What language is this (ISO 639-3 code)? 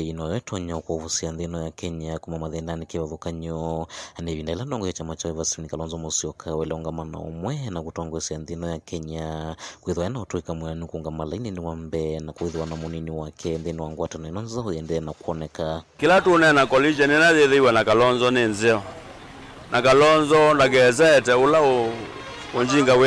kam